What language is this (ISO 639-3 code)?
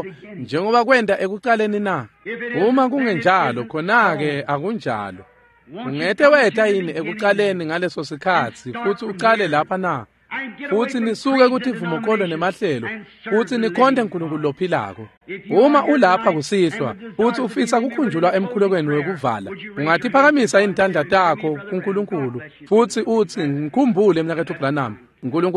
ssw